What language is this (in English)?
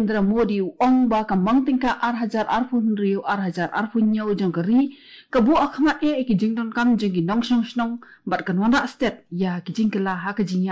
Khasi